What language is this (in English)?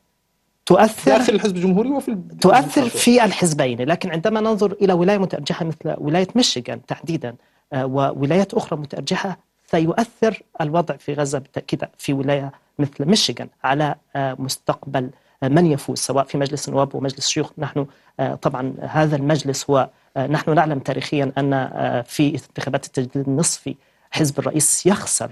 Arabic